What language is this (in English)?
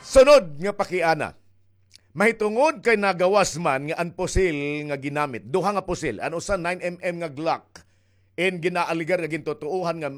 Waray